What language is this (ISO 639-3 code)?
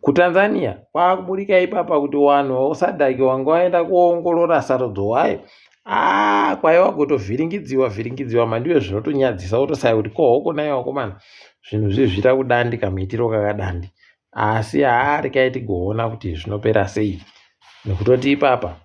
ndc